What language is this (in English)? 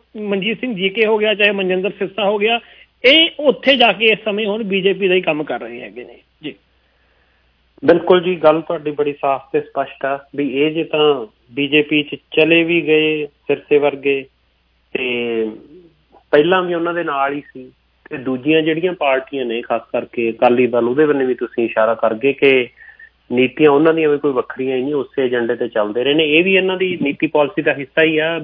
Punjabi